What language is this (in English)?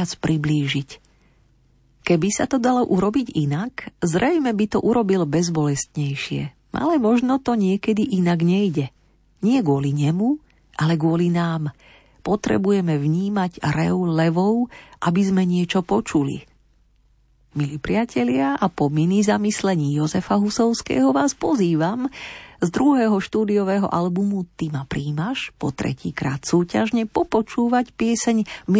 Slovak